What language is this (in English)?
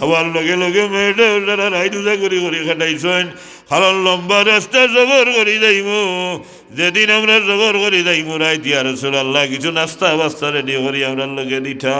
Sylheti